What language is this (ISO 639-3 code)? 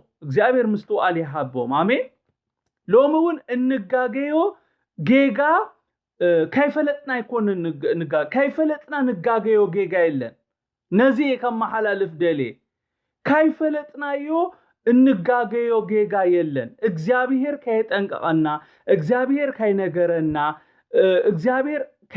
tir